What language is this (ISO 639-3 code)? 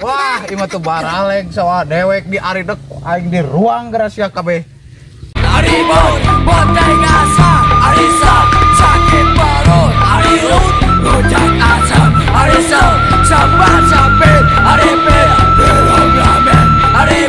sun